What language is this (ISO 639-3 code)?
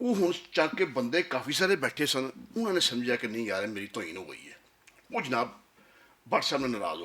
lah